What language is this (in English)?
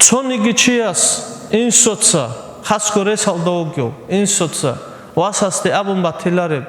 Avaric